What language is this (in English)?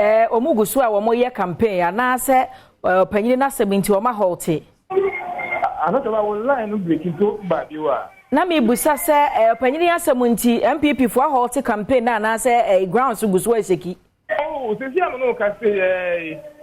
Akan